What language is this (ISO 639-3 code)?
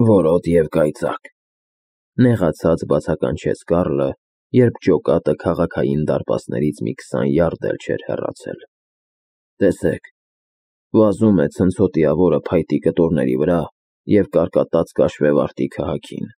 hye